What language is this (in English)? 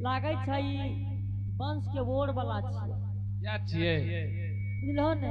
Angika